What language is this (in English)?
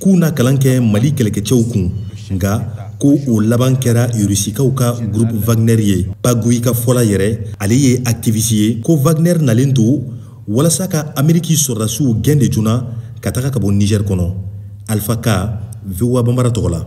Bambara